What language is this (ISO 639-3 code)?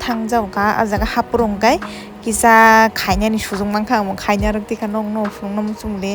trp